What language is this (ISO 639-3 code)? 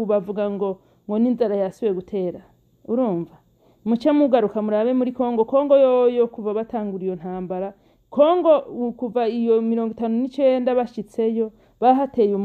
run